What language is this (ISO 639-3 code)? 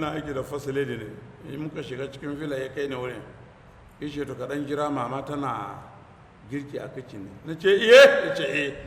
hau